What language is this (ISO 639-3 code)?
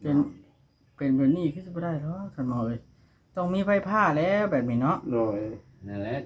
tts